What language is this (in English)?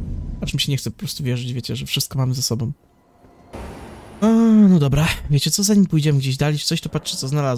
Polish